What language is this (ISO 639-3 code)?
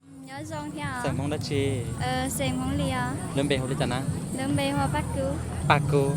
hmn